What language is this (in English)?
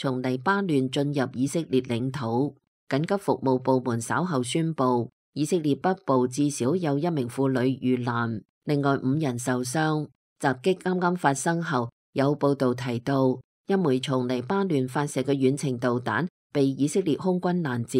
Cantonese